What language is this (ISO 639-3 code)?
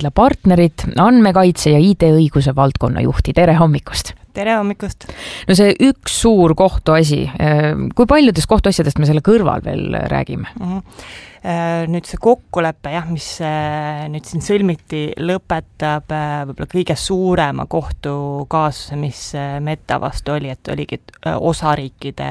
est